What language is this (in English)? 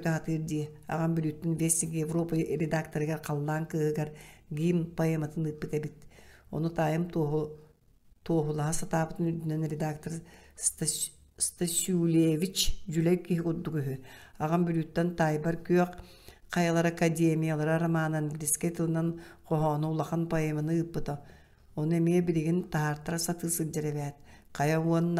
Yakut